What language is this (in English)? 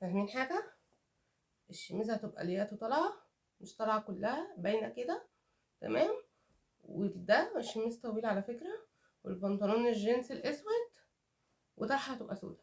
Egyptian Arabic